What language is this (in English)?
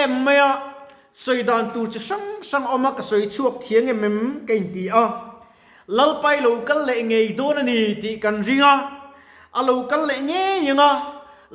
Mizo